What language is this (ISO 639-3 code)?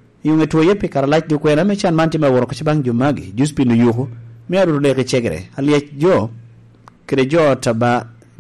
laj